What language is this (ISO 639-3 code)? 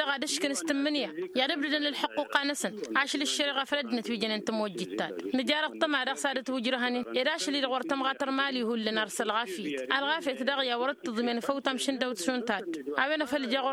taq